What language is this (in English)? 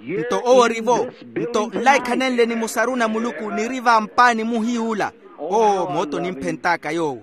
Makhuwa